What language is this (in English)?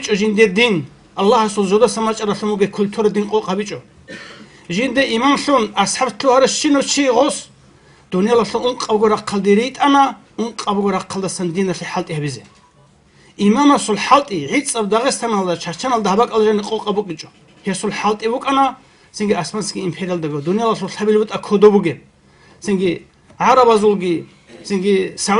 Avaric